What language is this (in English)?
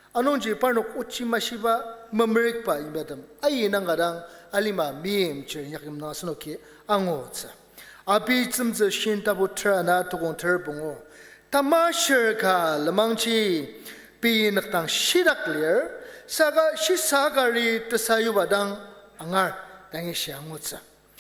Ao Naga